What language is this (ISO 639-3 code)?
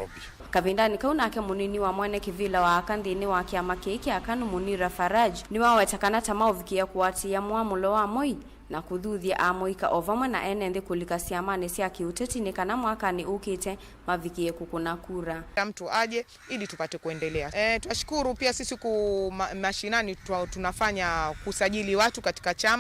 kam